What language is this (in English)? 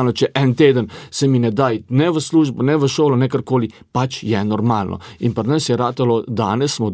Slovenian